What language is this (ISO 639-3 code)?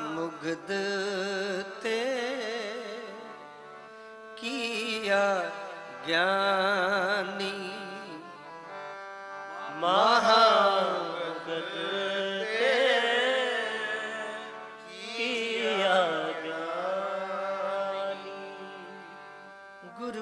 pan